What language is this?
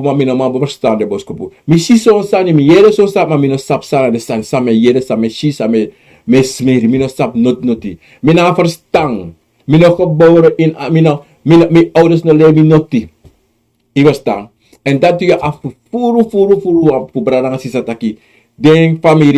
Sranan Tongo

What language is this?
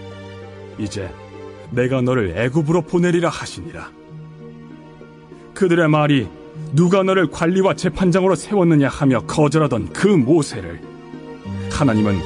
Korean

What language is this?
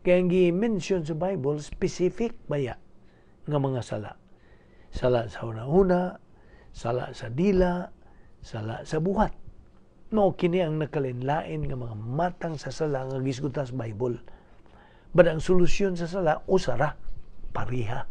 Cebuano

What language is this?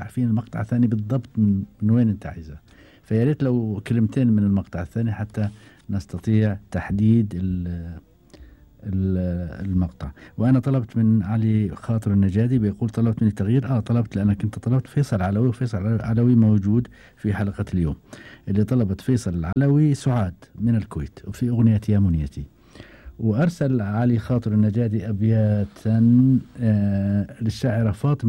Gulf Arabic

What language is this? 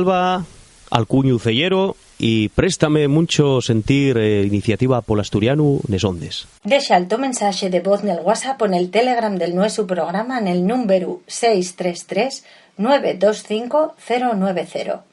Asturian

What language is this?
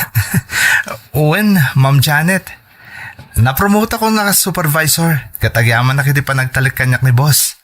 Iloko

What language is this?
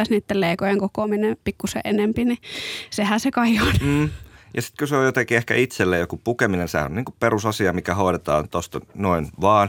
Finnish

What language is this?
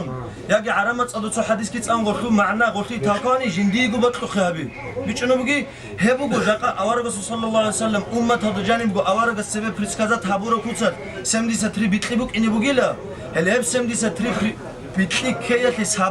Avaric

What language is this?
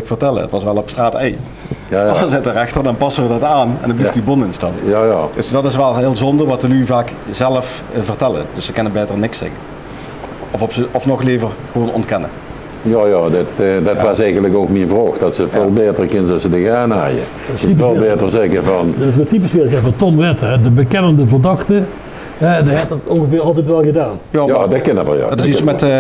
Limburgish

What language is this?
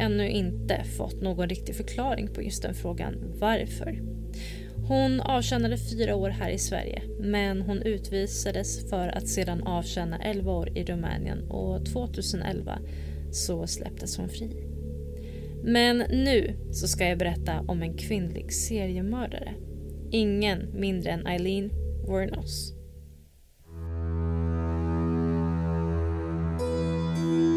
Swedish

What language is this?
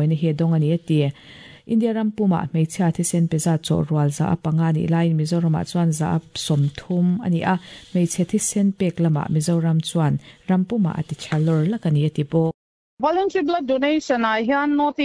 Mizo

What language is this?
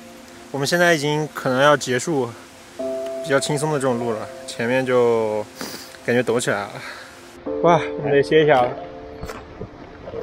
Chinese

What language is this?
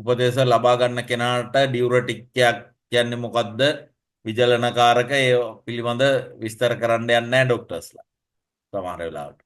Sinhala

